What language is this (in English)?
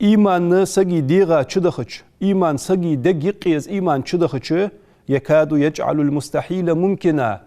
Ingush